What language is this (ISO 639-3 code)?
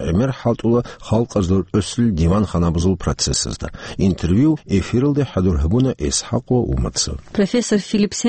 ava